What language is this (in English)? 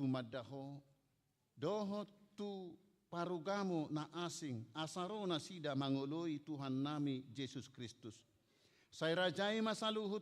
Batak Toba